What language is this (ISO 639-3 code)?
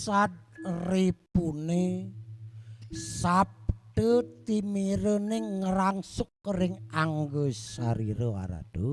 ban